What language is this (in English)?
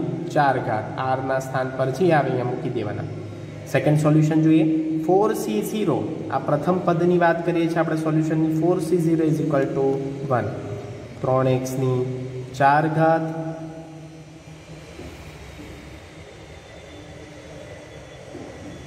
Gujarati